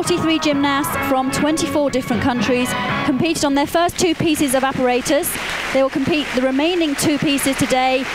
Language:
English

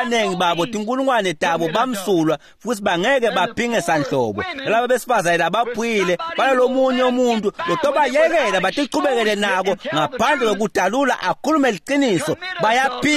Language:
Swati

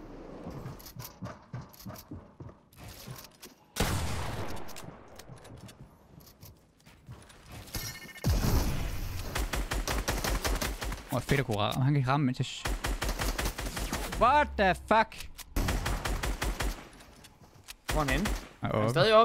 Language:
Danish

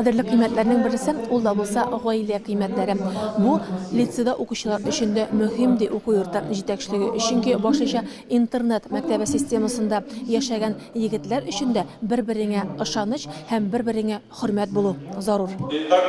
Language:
Tatar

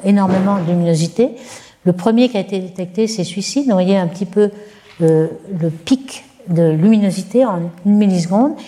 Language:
French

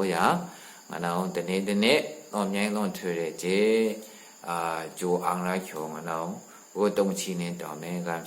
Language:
Maru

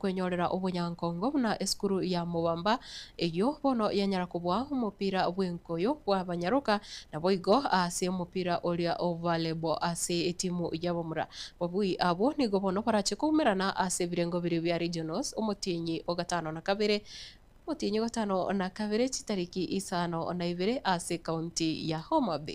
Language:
Gusii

